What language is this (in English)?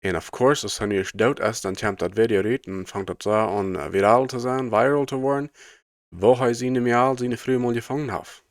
Plautdietsch